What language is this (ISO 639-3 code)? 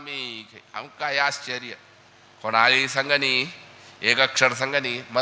kok